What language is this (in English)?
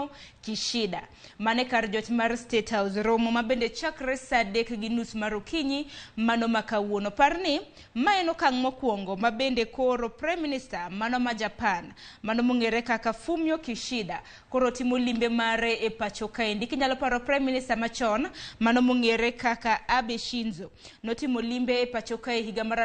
Luo (Kenya and Tanzania)